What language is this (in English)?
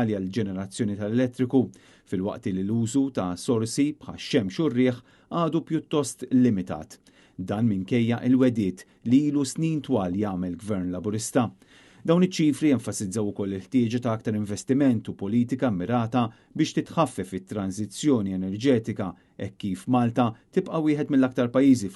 Maltese